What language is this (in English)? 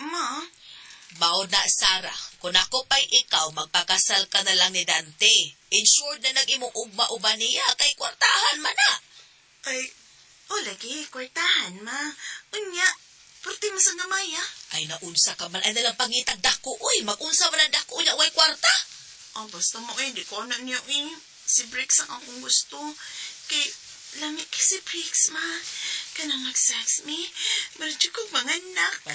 Cebuano